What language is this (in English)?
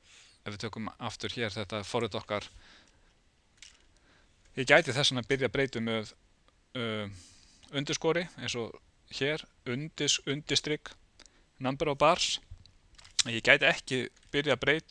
Icelandic